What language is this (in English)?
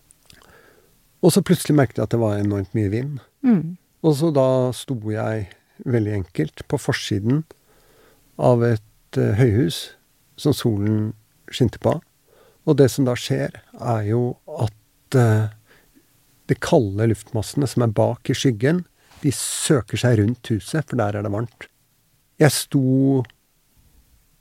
Norwegian